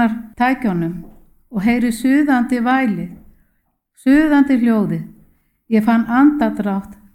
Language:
Icelandic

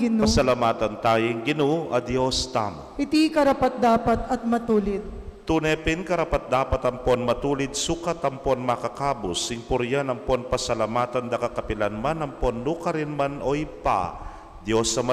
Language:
Pampanga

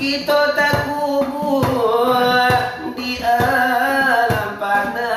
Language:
Minangkabau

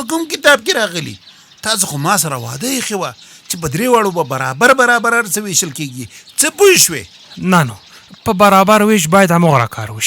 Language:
Pashto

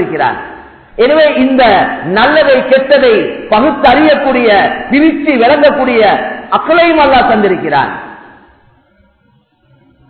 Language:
Tamil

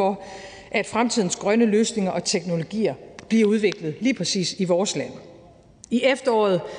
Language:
Danish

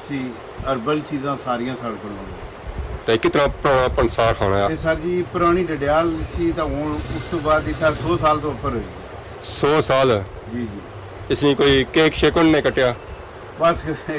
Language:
Pahari-Potwari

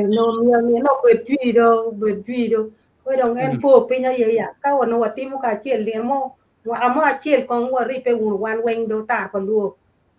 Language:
Acoli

